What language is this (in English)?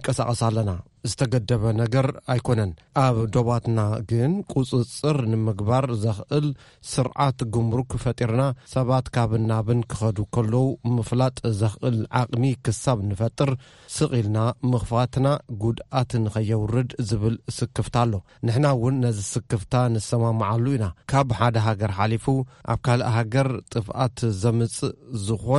Tigrinya